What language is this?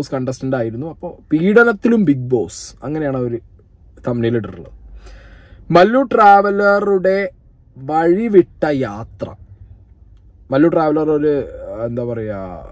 Malayalam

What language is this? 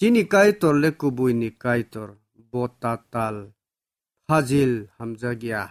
Kok Borok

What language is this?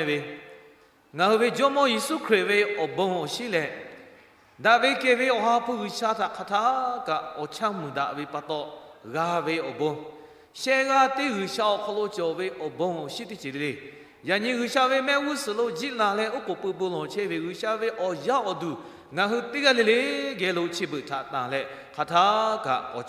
Lahu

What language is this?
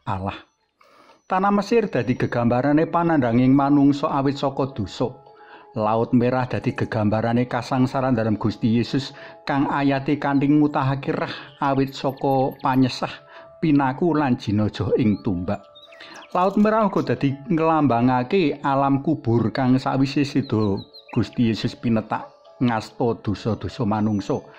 Javanese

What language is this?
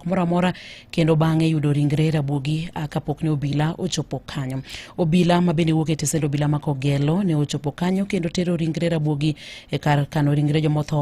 Luo (Kenya and Tanzania)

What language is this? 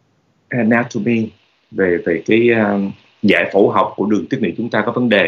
Vietnamese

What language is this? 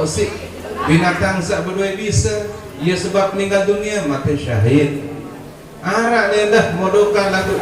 Sasak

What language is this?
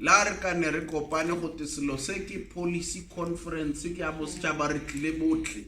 Tswana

